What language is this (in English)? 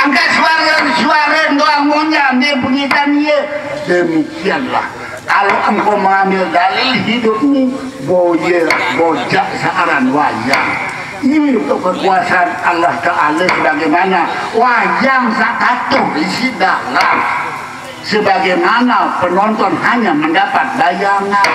Sasak